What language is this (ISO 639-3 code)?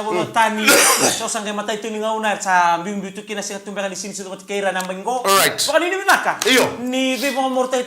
fij